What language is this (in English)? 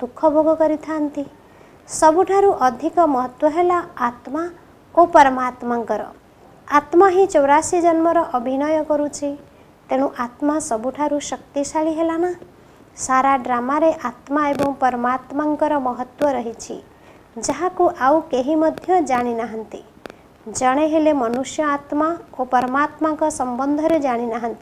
Odia